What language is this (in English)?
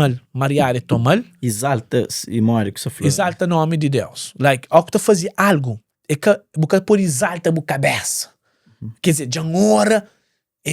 Kabuverdianu